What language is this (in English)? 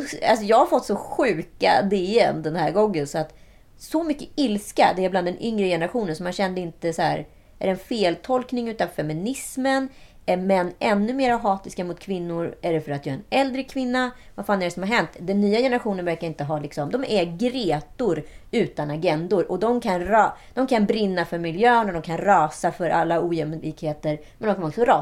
Swedish